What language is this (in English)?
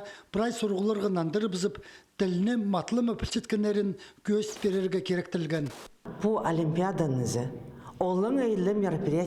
Khakas